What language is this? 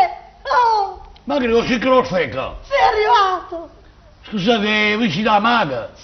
Neapolitan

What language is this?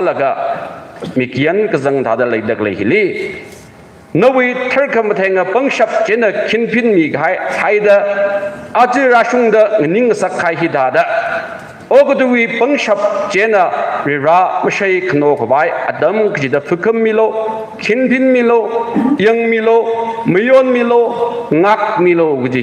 Tangkhul Naga (India)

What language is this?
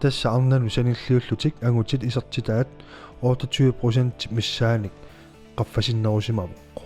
Kalaallisut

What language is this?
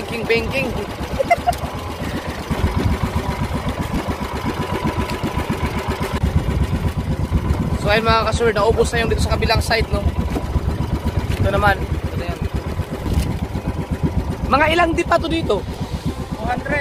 Filipino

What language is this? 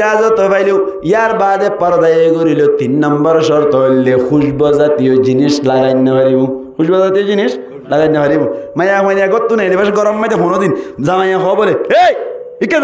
Rohingya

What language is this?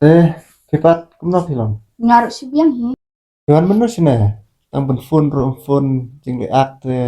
Khasi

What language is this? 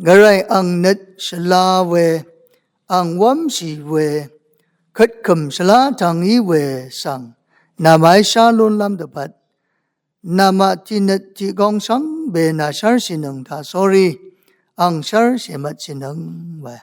Rawang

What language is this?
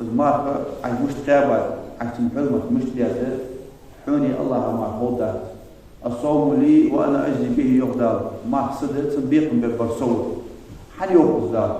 Ingush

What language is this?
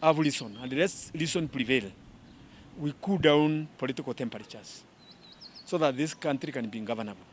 Meru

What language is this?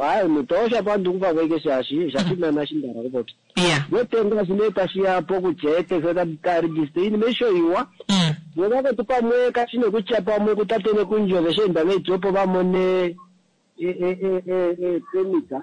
Kuanyama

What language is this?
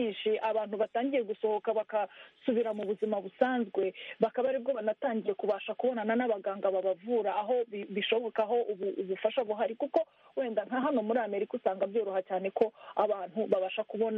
Kinyarwanda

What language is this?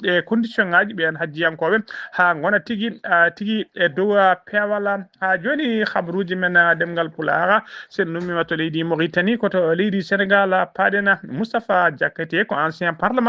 Fula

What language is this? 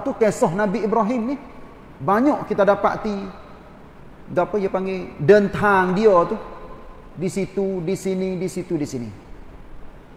Malay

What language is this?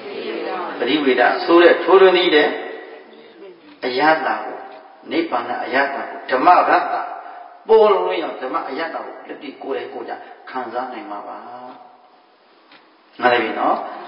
Burmese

